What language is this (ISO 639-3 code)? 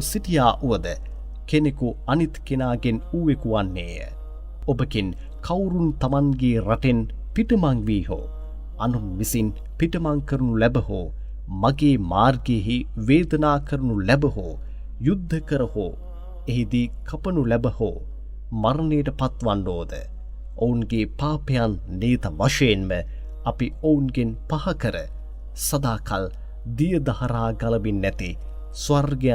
sin